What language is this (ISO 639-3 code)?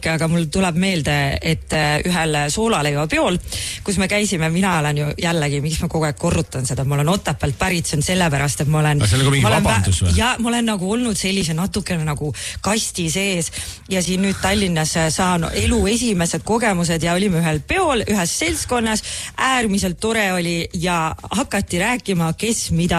est